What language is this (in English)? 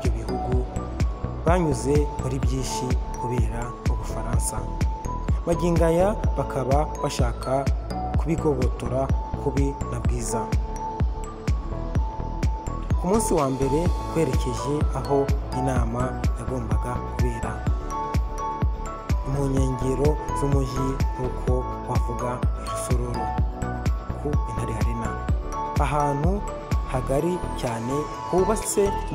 Kinyarwanda